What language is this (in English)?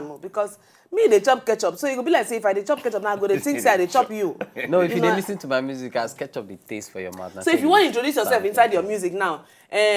Nigerian Pidgin